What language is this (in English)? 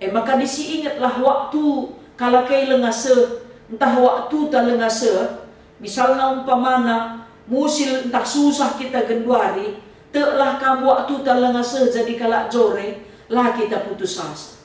Batak Karo